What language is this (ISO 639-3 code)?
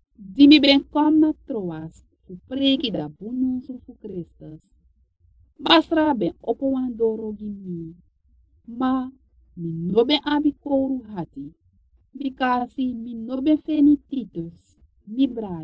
srn